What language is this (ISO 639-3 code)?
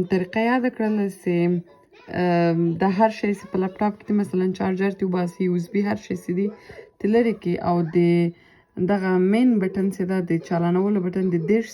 pus